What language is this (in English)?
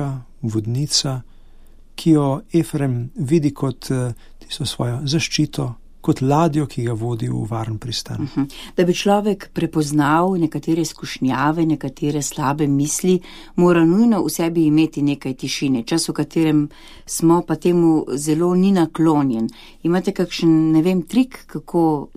Slovenian